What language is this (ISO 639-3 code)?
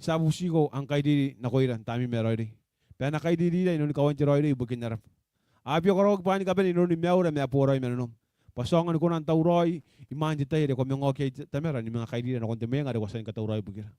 gil